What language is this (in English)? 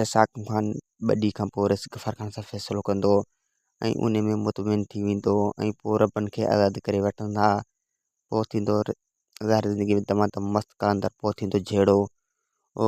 Sindhi